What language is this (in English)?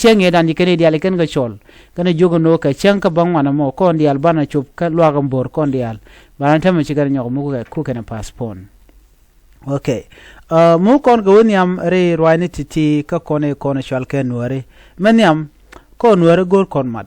Nuer